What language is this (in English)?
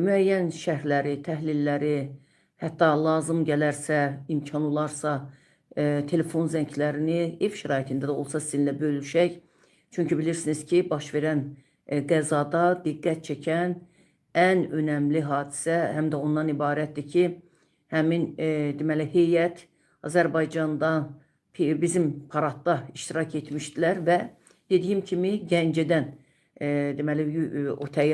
Azerbaijani